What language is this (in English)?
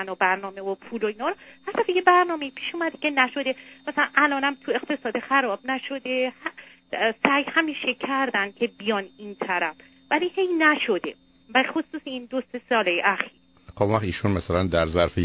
Persian